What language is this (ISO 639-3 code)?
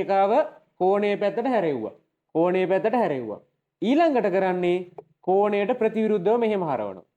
sin